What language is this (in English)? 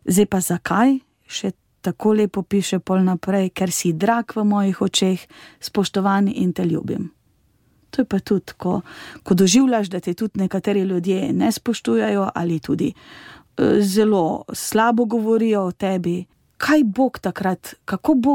Slovenian